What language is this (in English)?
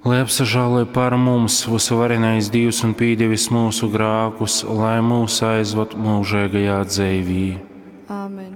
Latgalian